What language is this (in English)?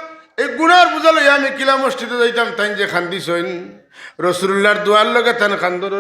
Sylheti